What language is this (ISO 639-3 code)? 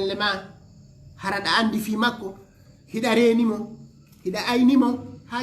ful